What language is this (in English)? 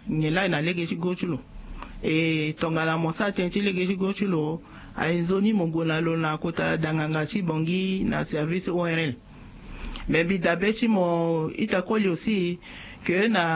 Sango